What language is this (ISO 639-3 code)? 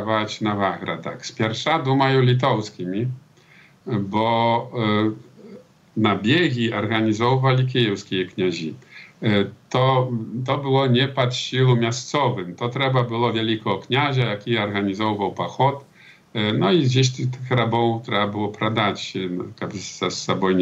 bel